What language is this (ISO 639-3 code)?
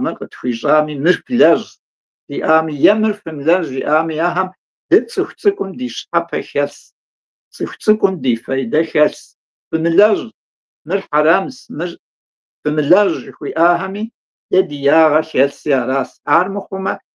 kbd